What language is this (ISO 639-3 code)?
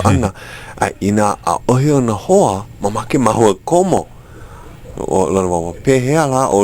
haw